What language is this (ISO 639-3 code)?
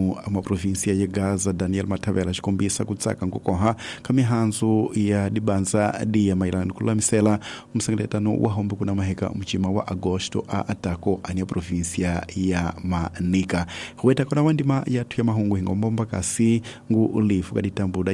tso